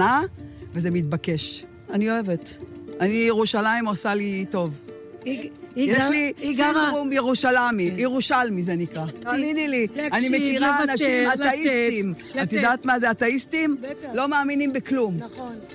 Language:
Hebrew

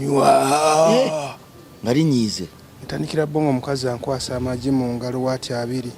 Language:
Ganda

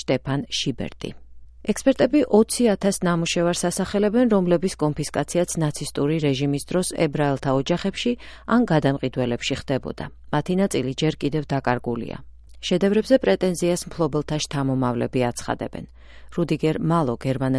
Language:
Georgian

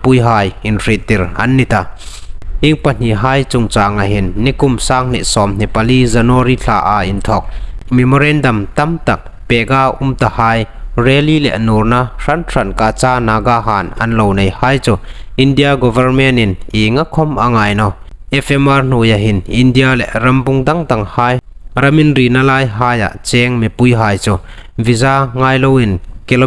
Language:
Hmar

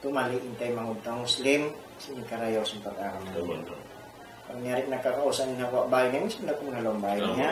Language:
Tausug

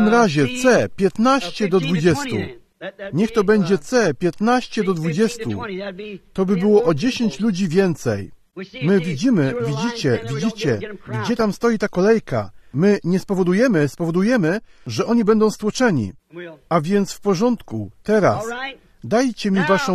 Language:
Polish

